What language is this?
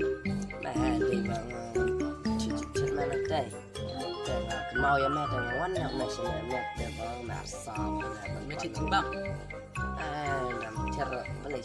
Khasi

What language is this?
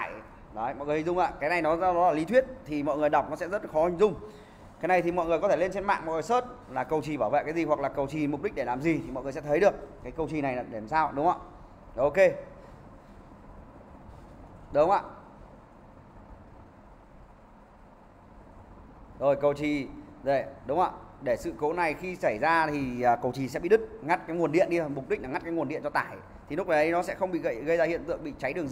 Vietnamese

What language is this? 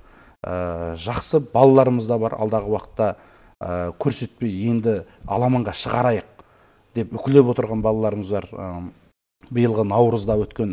Kazakh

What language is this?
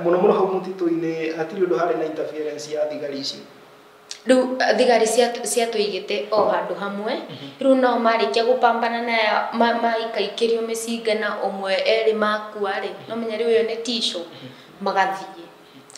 Kikuyu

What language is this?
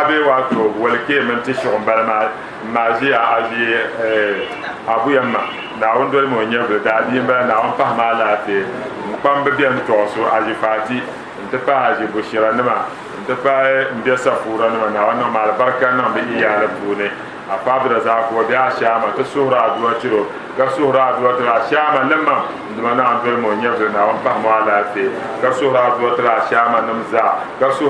Dagbani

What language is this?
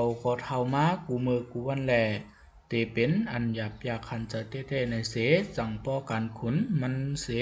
Shan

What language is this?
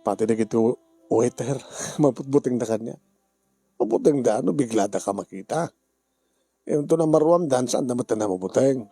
Iloko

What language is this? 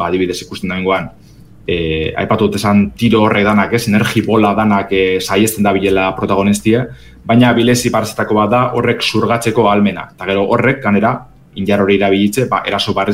Basque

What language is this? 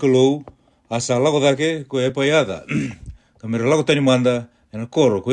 Fijian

